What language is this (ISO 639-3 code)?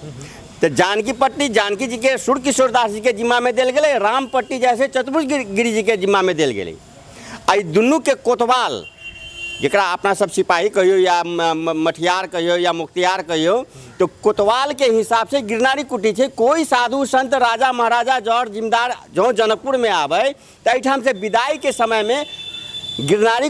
mai